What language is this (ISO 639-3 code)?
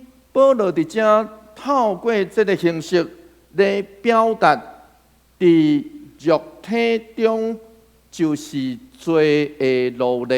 nan